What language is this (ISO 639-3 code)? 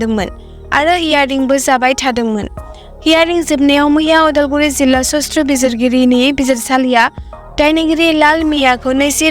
brx